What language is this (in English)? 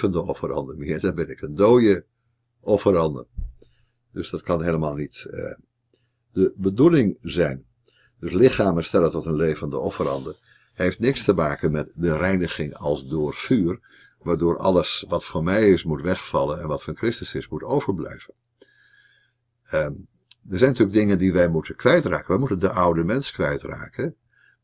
Dutch